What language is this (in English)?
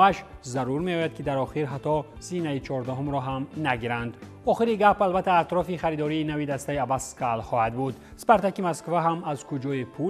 Tajik